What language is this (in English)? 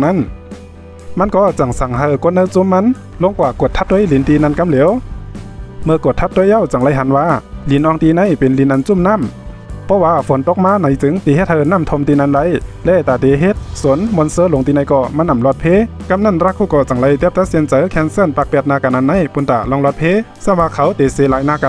Shan